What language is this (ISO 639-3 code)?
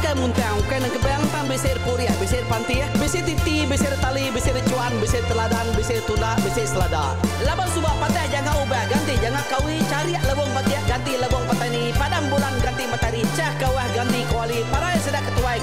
iba